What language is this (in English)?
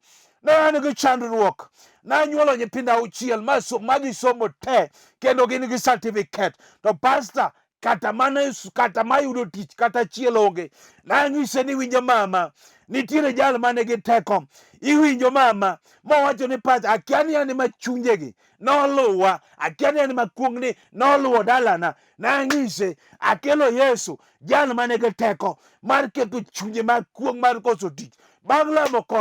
Luo (Kenya and Tanzania)